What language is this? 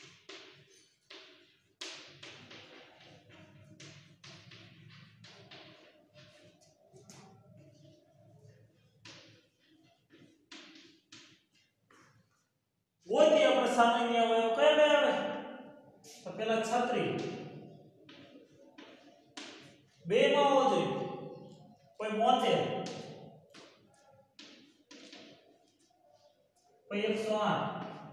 Gujarati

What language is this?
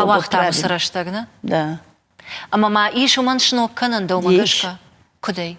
Ossetic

